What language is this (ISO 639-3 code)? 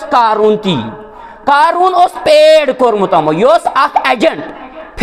kas